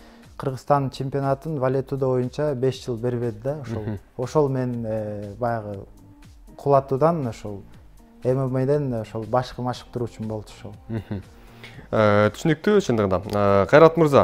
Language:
Kyrgyz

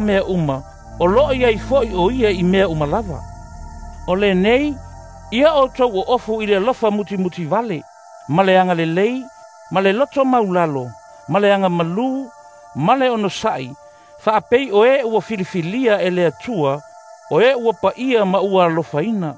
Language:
Samoan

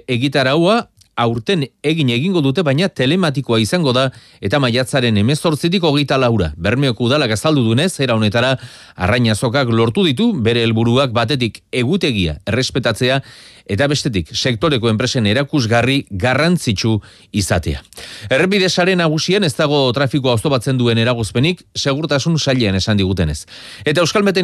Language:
Basque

